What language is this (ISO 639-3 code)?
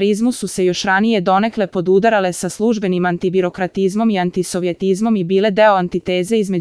srp